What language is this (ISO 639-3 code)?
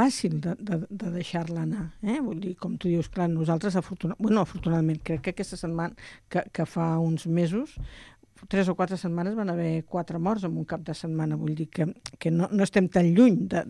cat